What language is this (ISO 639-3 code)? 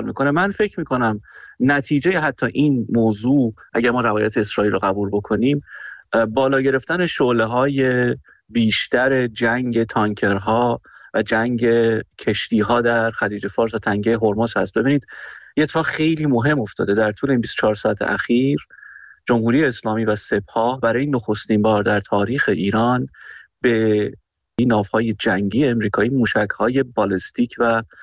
fas